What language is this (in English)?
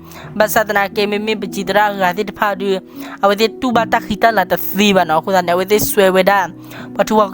S'gaw Karen